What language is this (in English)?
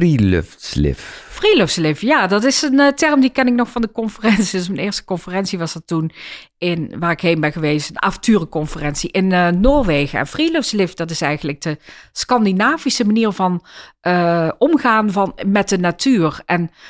Dutch